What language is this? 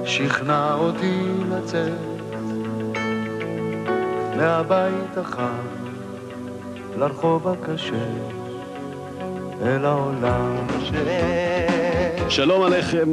Hebrew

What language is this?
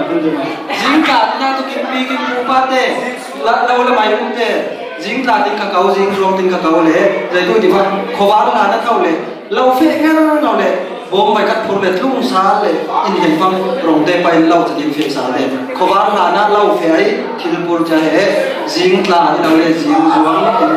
Falam Chin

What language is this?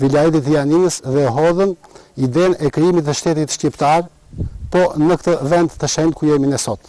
Albanian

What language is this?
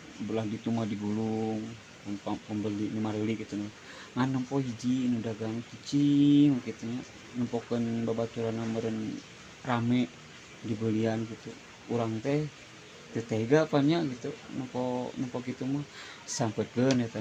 Sundanese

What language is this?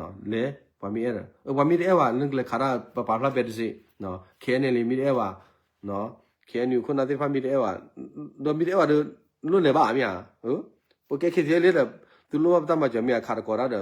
S'gaw Karen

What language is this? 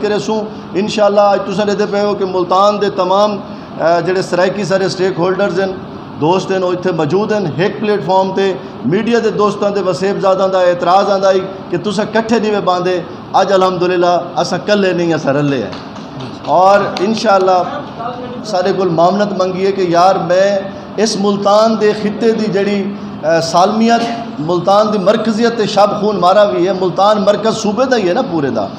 Saraiki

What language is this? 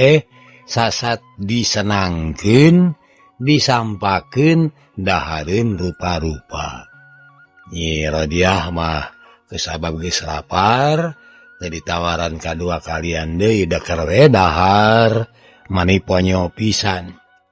Sundanese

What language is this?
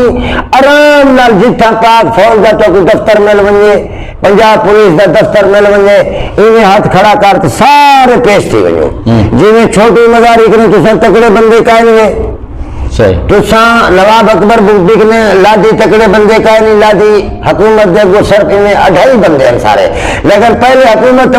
Saraiki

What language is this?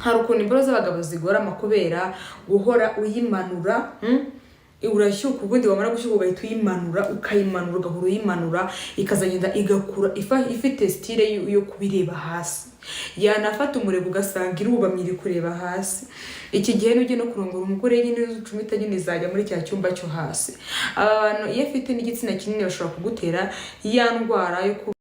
Kinyarwanda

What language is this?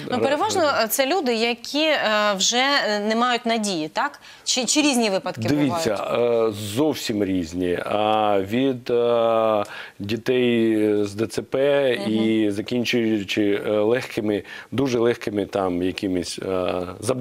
Ukrainian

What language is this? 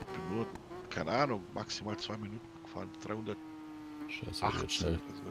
Bavarian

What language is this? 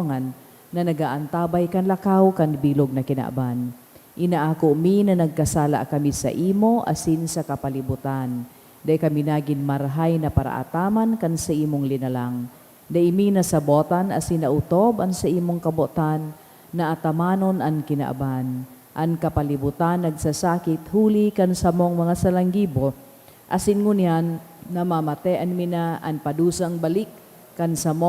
Bikol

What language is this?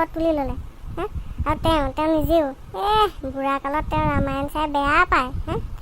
Assamese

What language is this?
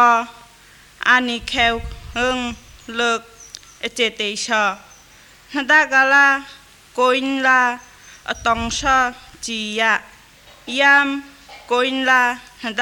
Thai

